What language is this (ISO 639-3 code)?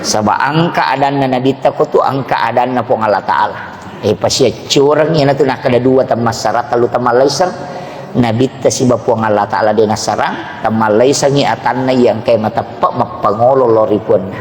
bug